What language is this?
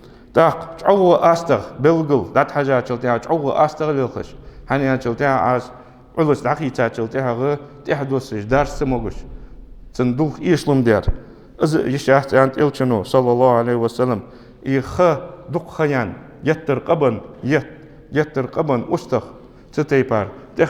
Ingush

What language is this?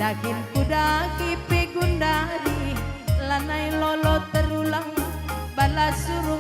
Batak Karo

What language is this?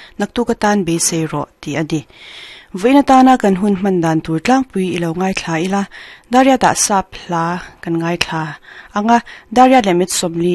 Mizo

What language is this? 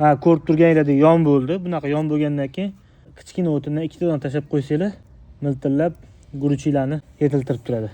Uzbek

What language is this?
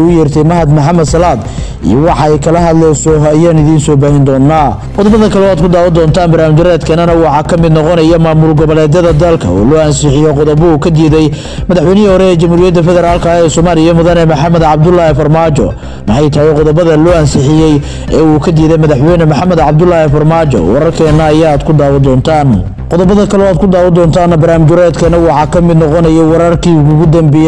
Somali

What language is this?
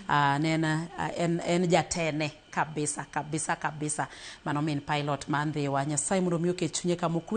Luo (Kenya and Tanzania)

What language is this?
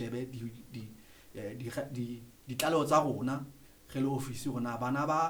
Southern Sotho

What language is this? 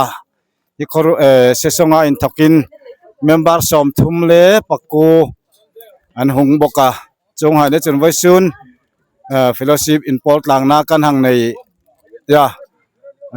Hmar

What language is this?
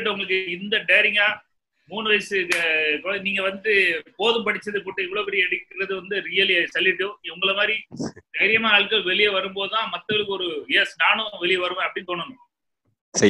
Tamil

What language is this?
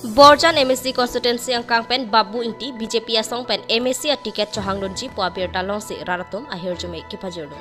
Karbi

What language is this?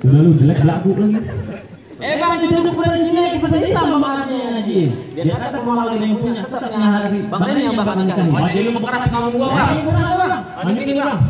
Betawi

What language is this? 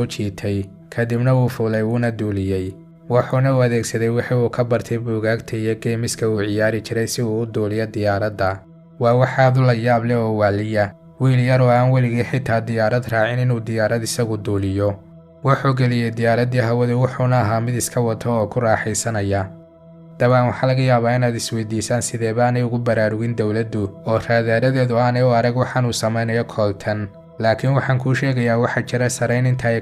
Somali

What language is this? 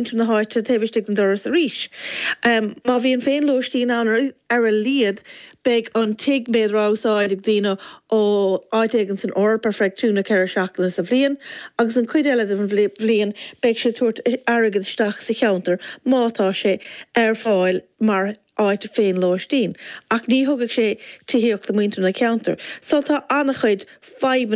Irish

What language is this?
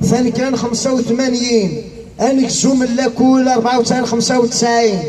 Kabyle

